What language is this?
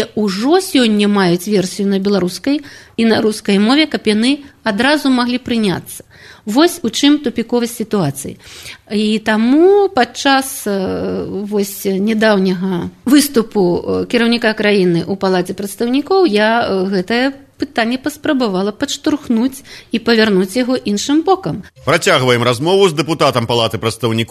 Belarusian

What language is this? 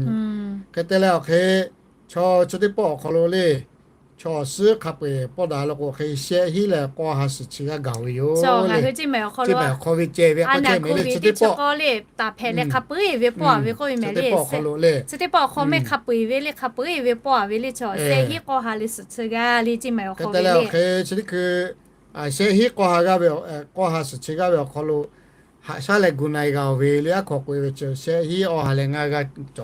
Lahu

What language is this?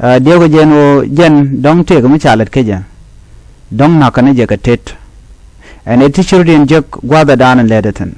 Nuer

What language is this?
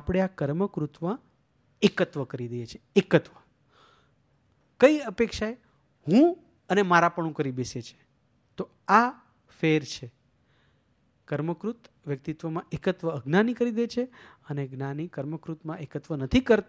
Gujarati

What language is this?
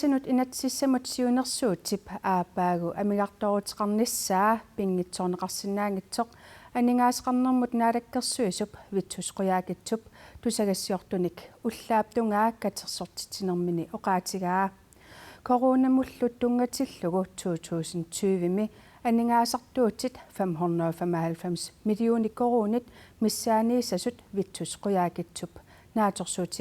Kalaallisut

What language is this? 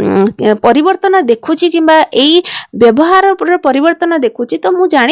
Odia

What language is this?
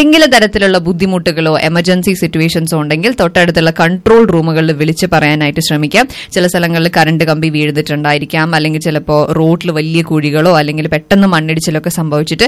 Malayalam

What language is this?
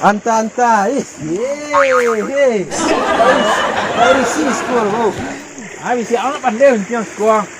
Minangkabau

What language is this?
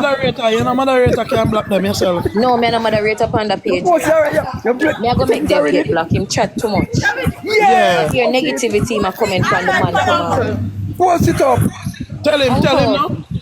Jamaican Creole English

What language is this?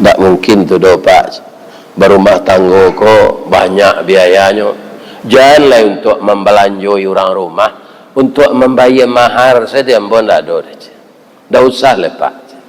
Minangkabau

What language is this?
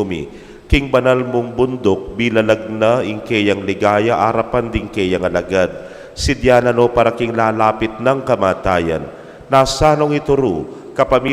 Pampanga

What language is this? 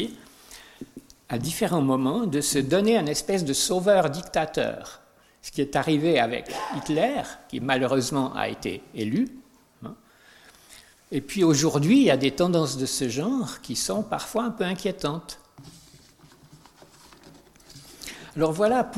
French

